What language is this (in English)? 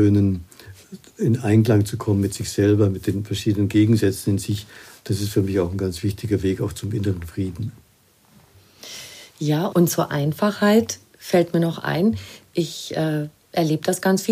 German